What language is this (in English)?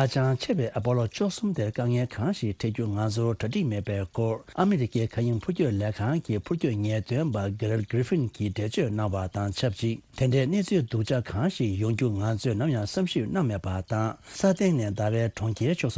Tibetan